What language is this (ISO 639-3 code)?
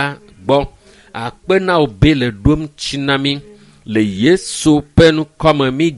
ewe